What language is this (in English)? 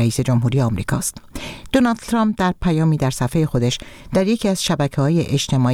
Persian